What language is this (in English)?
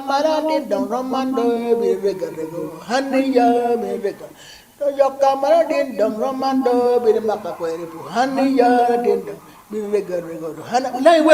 Acoli